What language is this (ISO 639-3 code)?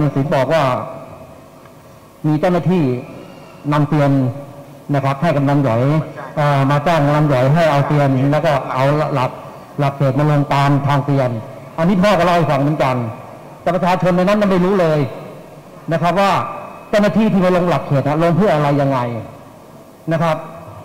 tha